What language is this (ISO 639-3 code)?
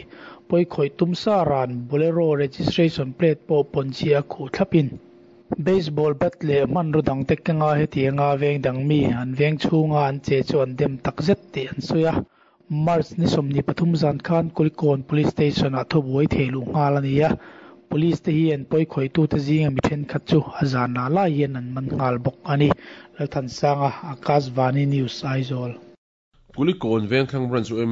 lus